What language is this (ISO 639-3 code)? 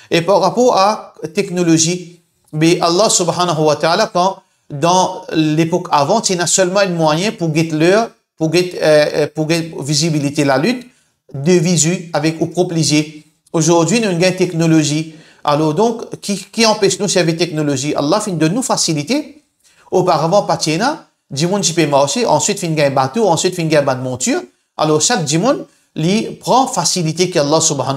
mfe